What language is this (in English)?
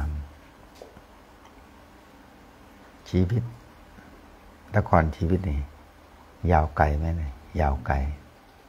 Thai